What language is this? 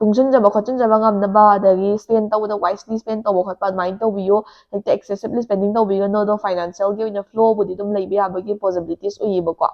Manipuri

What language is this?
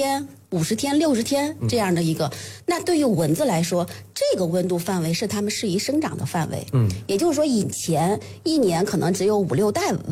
Chinese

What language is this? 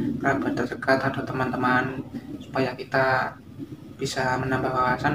Indonesian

